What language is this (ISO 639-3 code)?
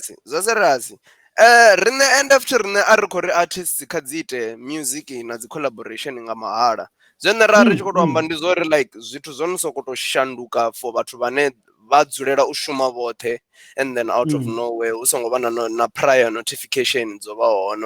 ven